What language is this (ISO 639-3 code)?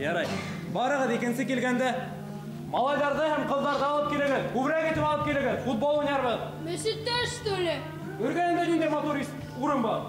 bak